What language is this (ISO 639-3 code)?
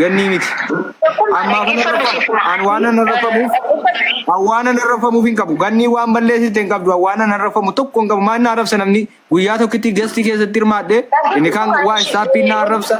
orm